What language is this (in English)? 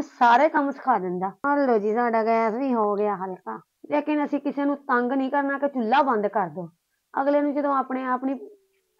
Punjabi